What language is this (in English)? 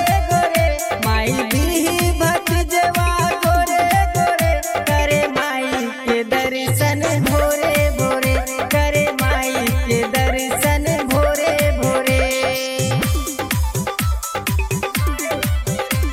Bhojpuri